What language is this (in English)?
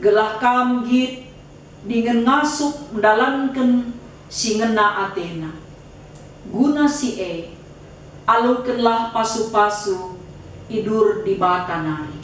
Batak Karo